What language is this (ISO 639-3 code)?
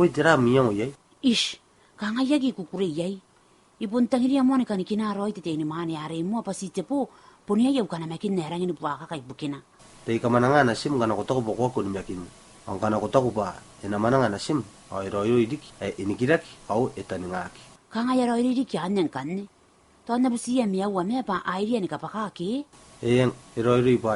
gil